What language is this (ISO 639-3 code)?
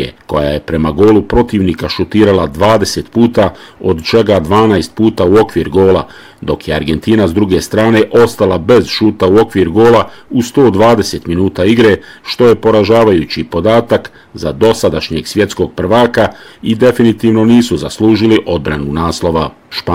bos